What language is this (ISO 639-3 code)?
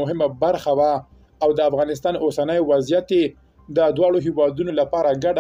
pus